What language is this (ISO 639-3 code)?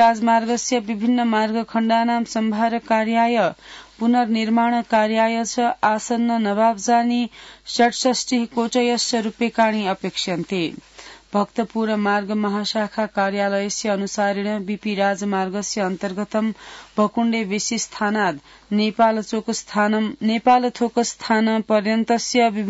san